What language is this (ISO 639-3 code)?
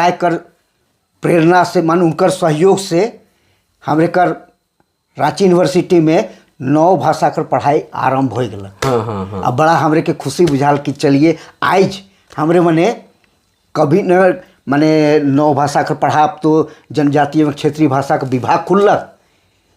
sck